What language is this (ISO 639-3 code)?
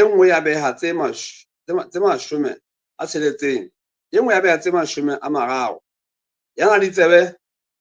sot